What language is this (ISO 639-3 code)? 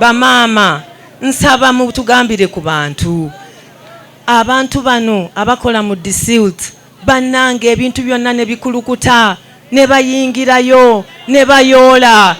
lug